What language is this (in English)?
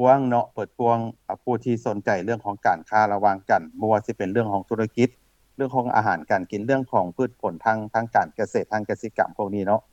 Lao